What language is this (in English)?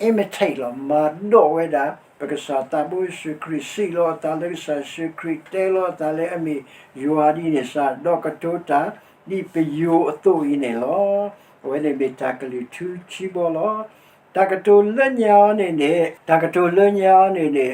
S'gaw Karen